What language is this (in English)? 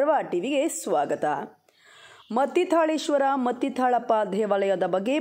Kannada